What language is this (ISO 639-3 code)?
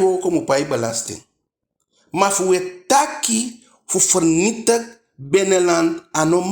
djk